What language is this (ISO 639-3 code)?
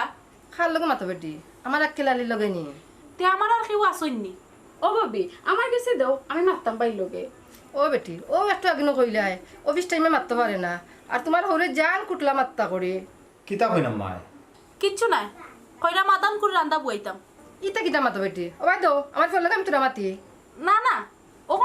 syl